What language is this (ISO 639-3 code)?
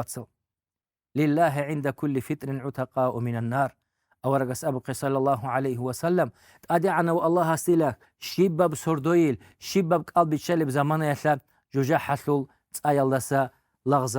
ava